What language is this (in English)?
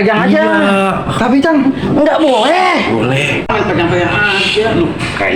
Betawi